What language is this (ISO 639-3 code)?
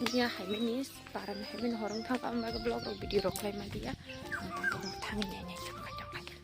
trp